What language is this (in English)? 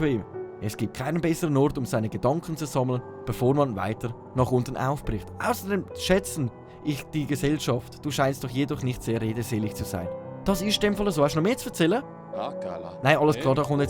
Swiss German